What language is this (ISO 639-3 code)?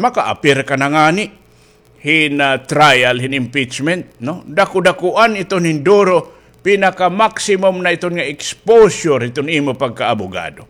war